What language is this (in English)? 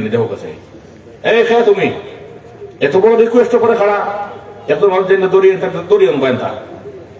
Sylheti